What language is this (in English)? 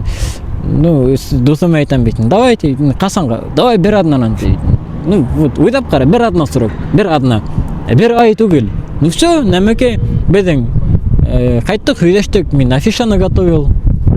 Bashkir